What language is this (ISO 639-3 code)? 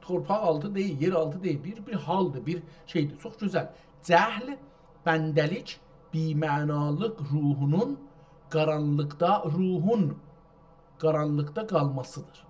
azb